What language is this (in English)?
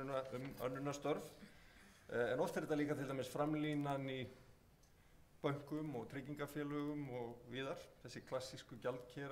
Icelandic